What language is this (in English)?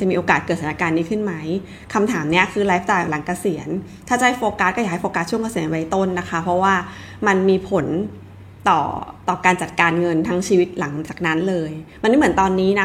Thai